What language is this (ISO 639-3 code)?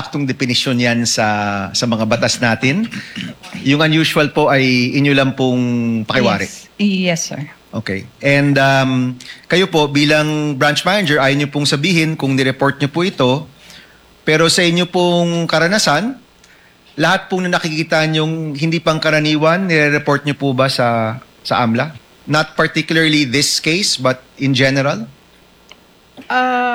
fil